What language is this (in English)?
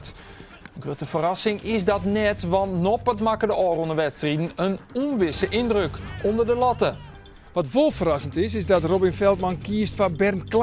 Western Frisian